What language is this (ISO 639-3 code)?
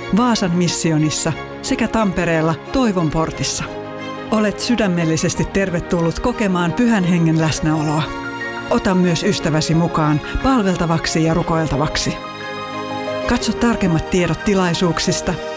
fin